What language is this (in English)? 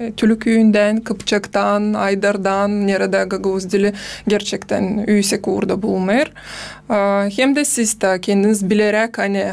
Gagauz